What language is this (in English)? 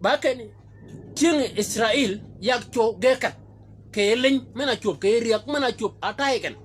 Shilluk